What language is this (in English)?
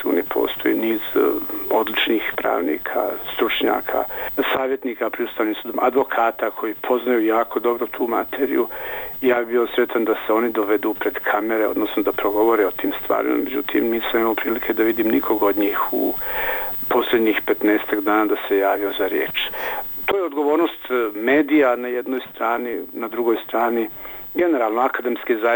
Bosnian